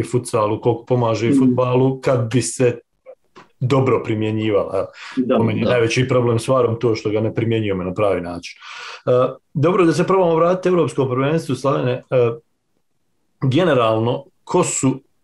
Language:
Croatian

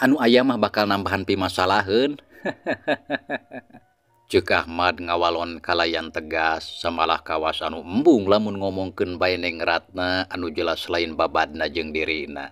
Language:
Sundanese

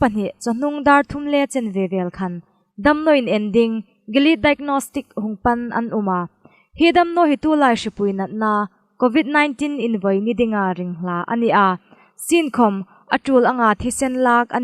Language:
Hmar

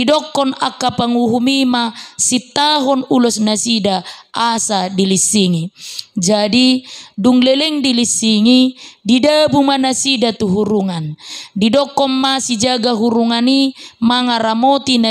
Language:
Batak Toba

